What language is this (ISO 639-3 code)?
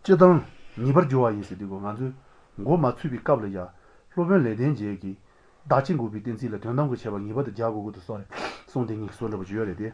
lav